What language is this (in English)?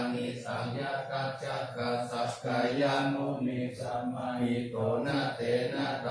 Pali